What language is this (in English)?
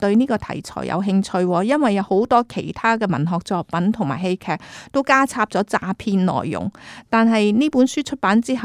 Cantonese